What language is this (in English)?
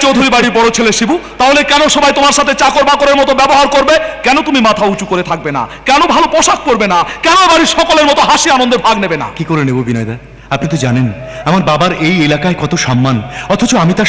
Bangla